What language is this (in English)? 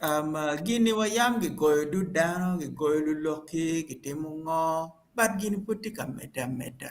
Acoli